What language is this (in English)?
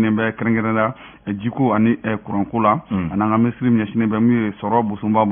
Bambara